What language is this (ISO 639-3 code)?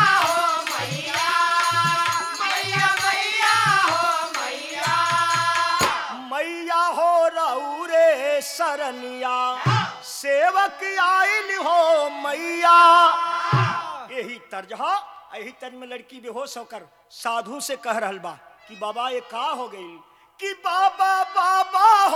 bho